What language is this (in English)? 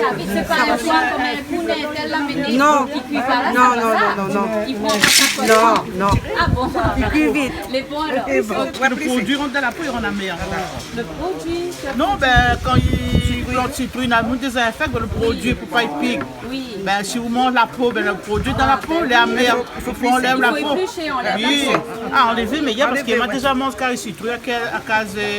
Réunion Creole French